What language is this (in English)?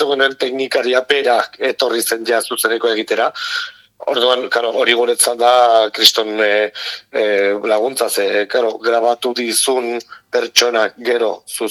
Basque